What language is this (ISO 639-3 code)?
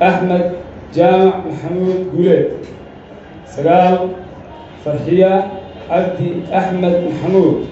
som